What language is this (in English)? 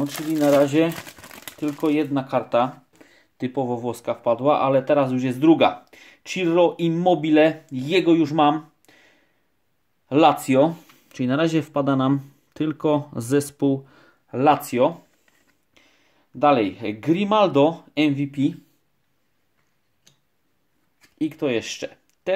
Polish